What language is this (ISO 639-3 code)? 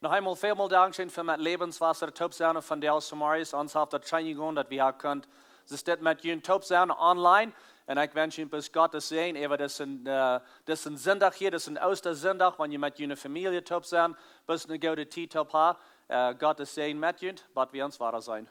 pdt